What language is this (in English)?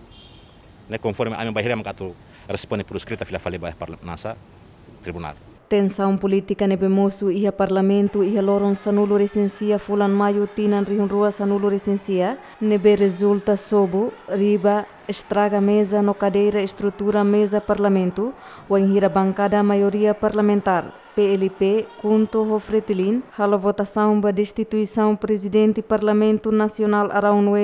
Tetum